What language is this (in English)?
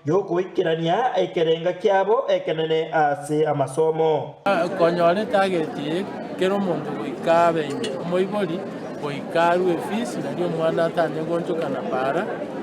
Gusii